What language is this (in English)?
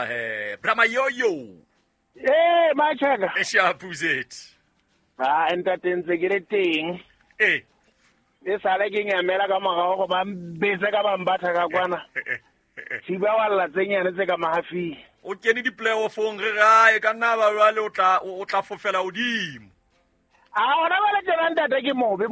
Southern Sotho